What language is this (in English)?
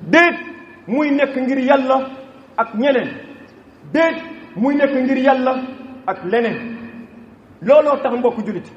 Wolof